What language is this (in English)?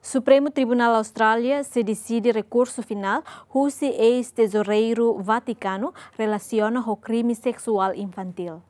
Tetum